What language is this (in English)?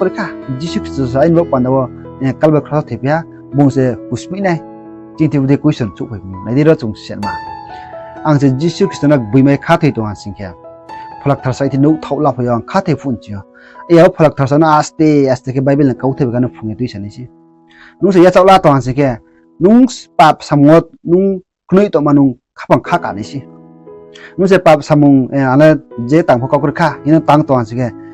Riang (India)